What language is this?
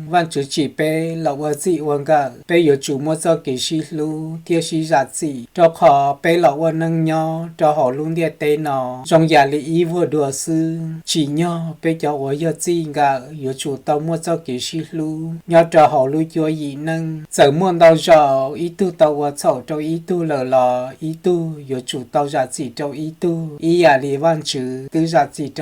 Hmong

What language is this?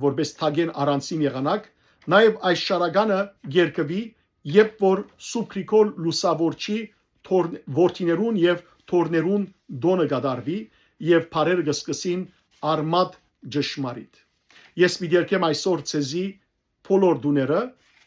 Western Armenian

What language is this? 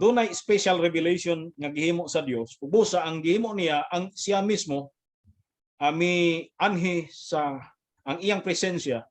Cebuano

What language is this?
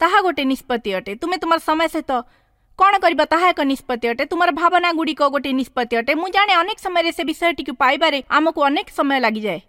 Odia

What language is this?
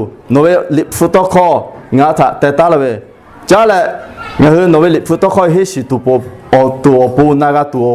Lahu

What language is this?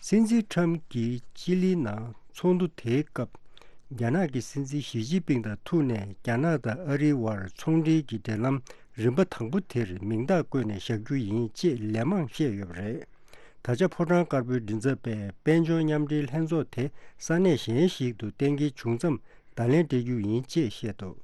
Tibetan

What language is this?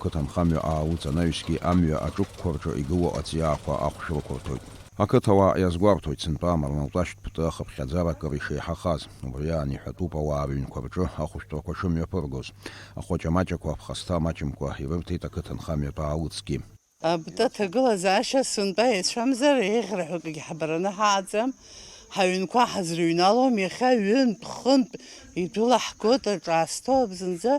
Abkhazian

